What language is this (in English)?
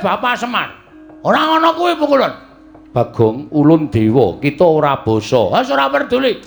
Javanese